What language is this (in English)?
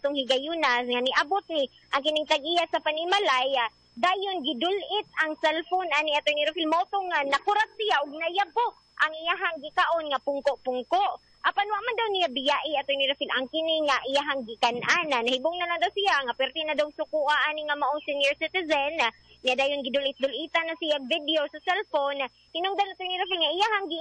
Cebuano